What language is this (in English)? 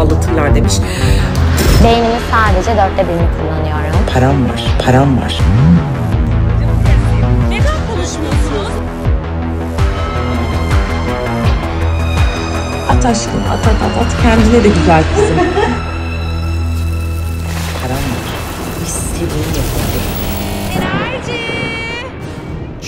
Turkish